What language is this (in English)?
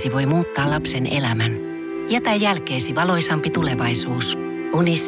Finnish